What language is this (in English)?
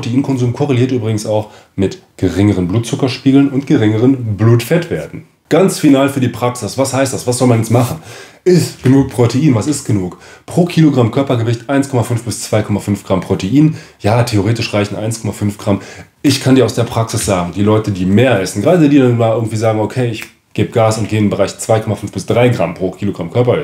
German